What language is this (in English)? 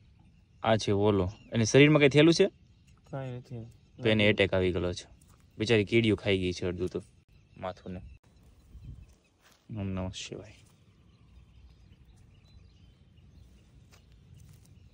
Gujarati